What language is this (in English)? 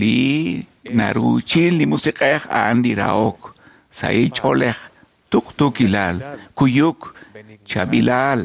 Kekchí